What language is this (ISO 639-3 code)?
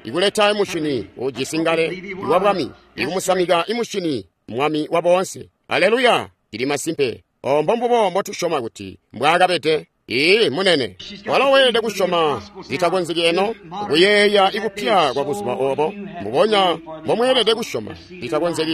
toi